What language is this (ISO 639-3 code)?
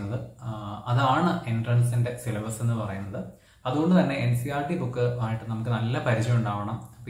mal